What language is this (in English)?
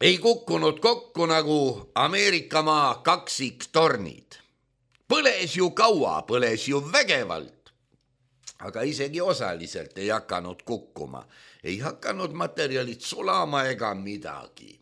Estonian